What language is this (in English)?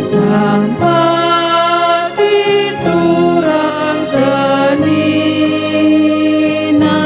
Batak Karo